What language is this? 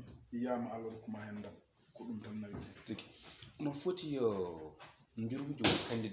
Fula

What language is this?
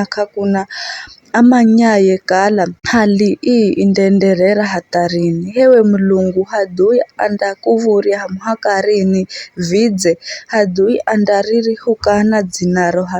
Giryama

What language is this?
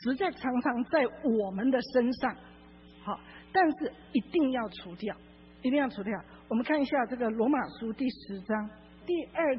Chinese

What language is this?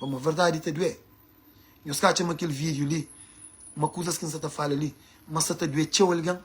Kabuverdianu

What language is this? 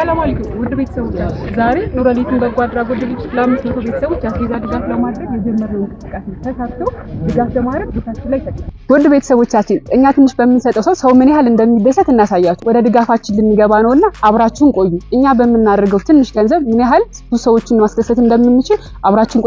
Amharic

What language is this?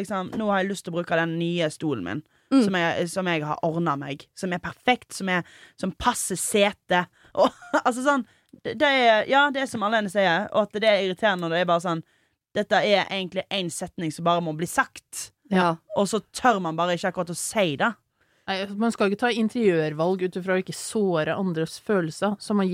Norwegian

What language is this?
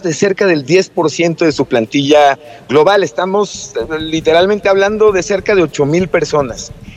Spanish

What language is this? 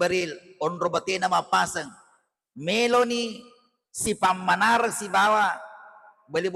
Buginese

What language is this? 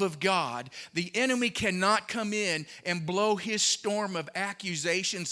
English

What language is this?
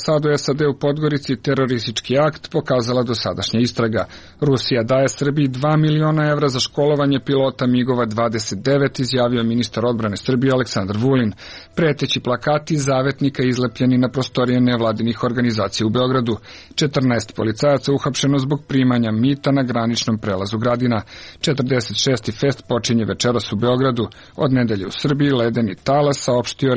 Serbian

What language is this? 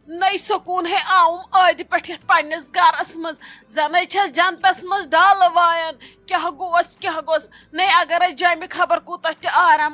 Kashmiri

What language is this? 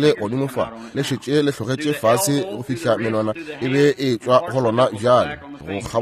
Northern Sotho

